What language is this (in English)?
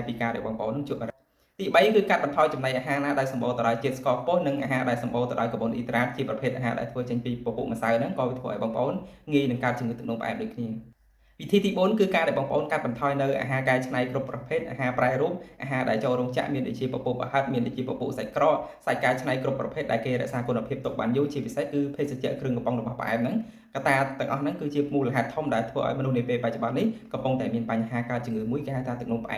Khmer